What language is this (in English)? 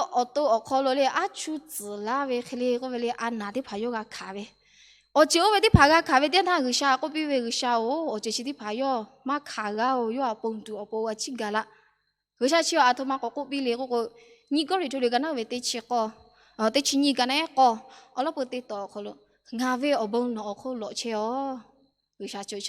Lahu